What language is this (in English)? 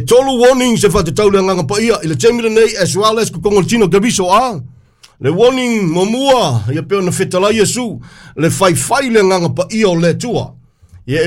Samoan